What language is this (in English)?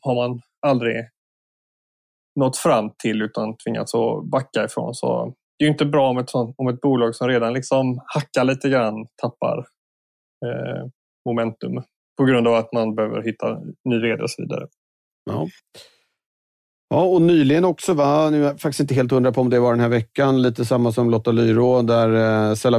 Swedish